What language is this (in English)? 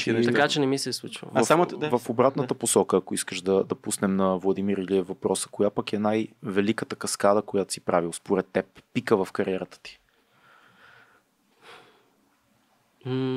Bulgarian